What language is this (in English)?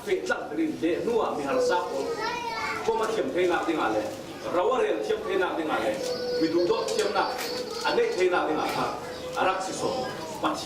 Falam Chin